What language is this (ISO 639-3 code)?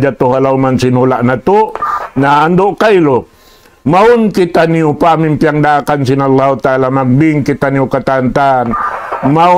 tsg